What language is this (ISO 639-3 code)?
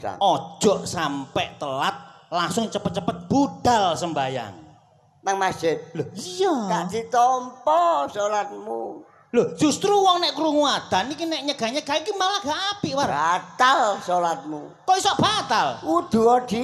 jav